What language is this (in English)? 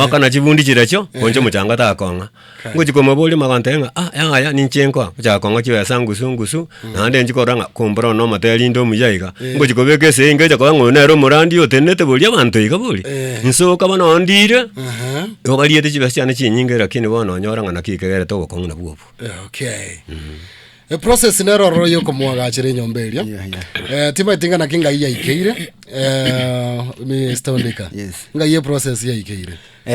Gusii